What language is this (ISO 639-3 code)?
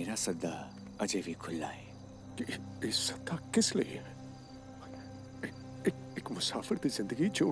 doi